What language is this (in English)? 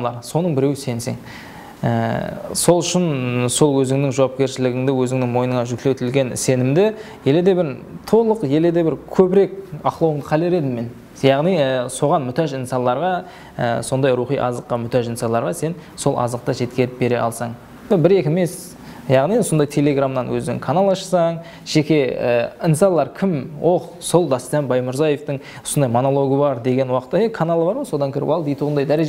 Kara-Kalpak